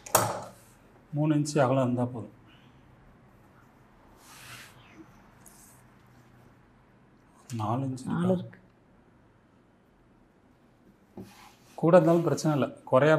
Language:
Tamil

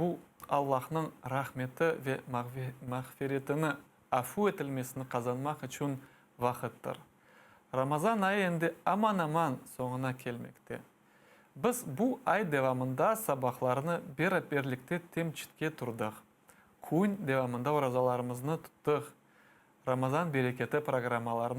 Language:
Crimean Tatar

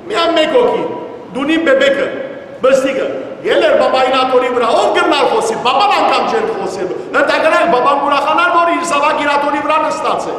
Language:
Western Armenian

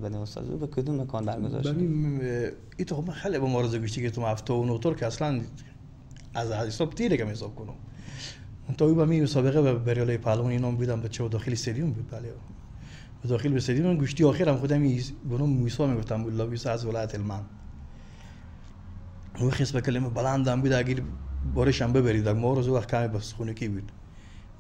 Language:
Persian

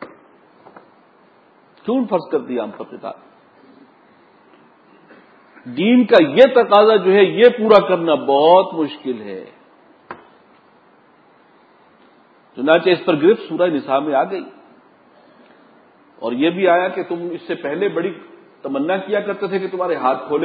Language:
Urdu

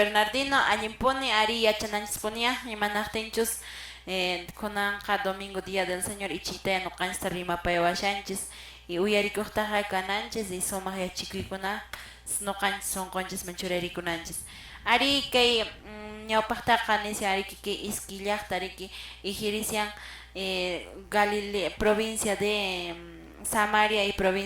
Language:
Quechua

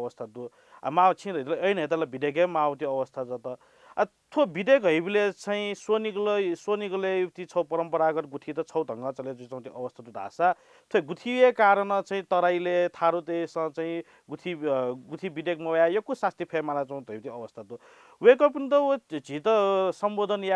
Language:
Newari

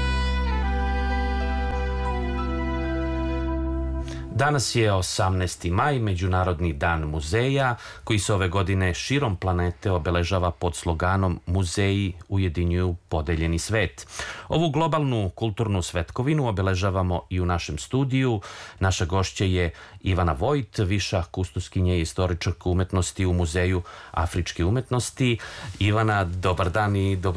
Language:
Serbian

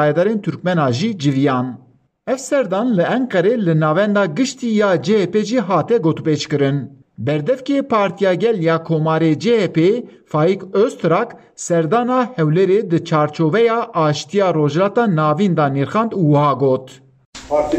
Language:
Kurdish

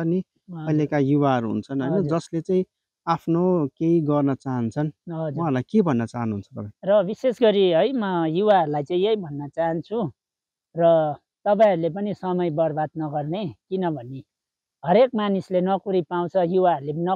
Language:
Nepali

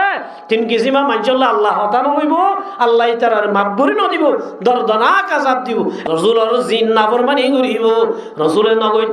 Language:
Rohingya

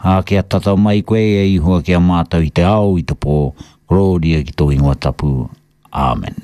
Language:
Māori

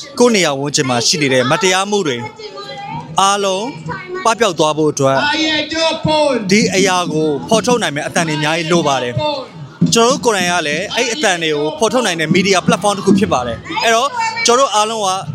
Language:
Burmese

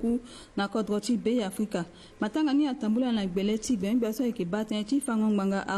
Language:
Sango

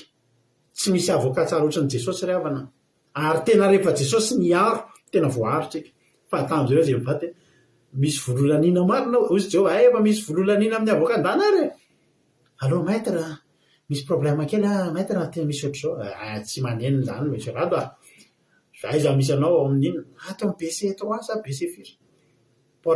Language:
Malagasy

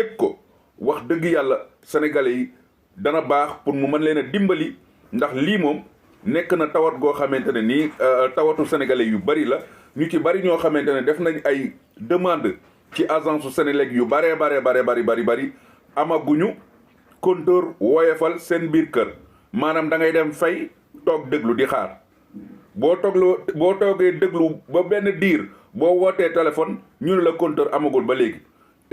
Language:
Wolof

